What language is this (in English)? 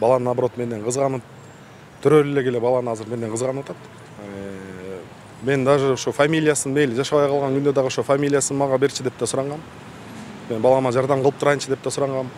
Kyrgyz